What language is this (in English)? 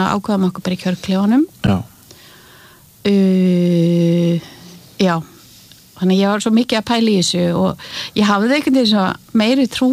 Icelandic